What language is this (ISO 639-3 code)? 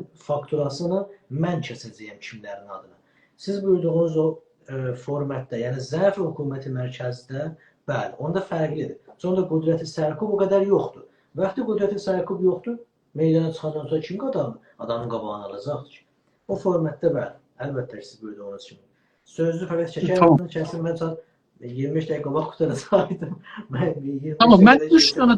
azb